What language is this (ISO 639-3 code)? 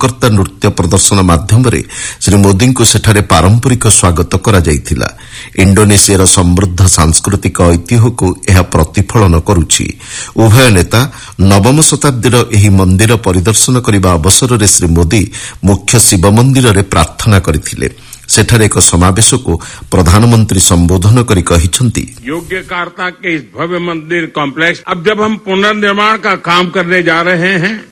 ori